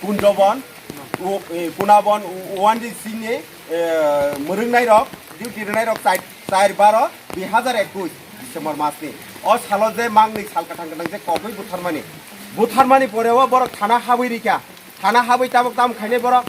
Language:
Riang (India)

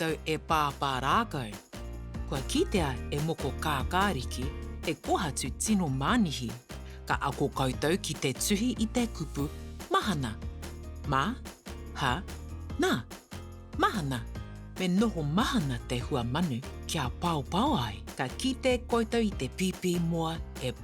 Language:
Māori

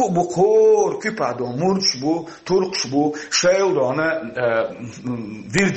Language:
Chechen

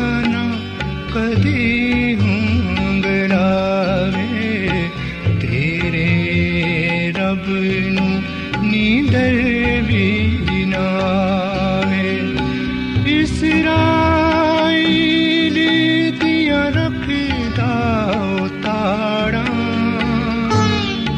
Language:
Punjabi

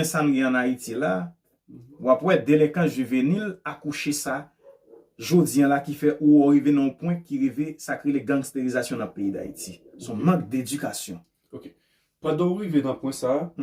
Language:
Haitian Creole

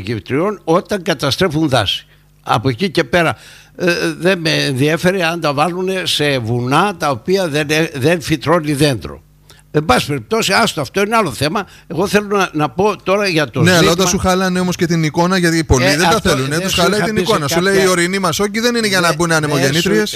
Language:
Greek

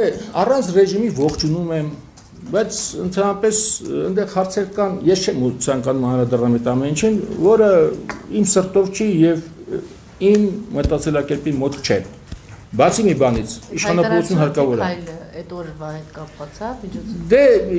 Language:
Armenian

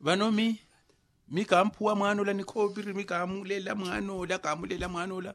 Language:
Makhuwa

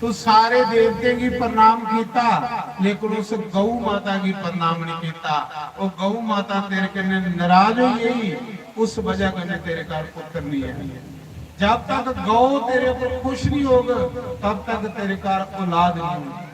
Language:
Dogri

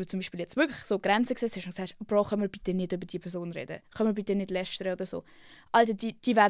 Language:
Swiss German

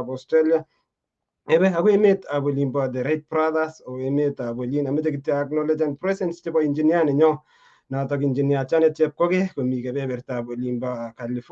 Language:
Kalenjin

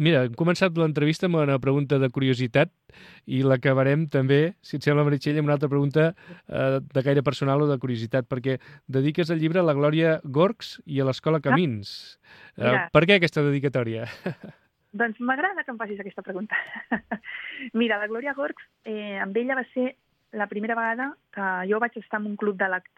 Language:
Catalan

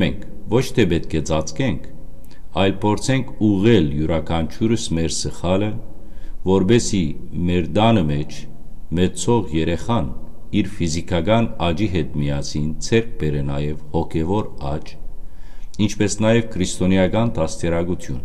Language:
Western Armenian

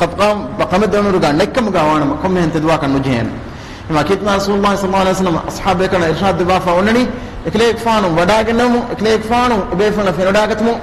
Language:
Divehi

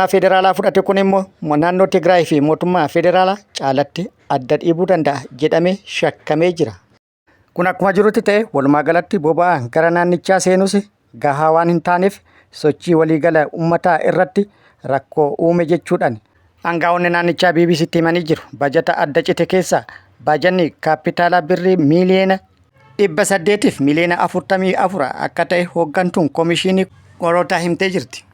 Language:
Oromo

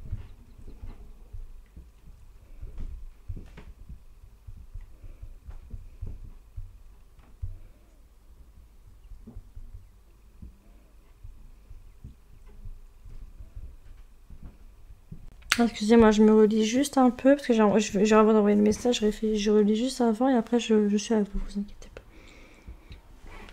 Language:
French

